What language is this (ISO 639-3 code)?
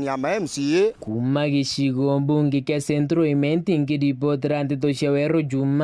mer